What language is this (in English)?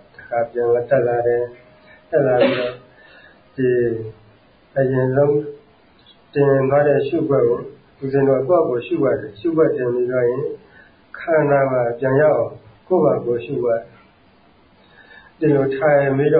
Burmese